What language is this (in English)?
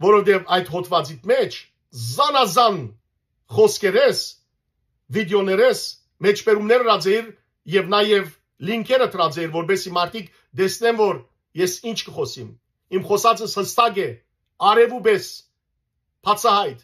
Western Armenian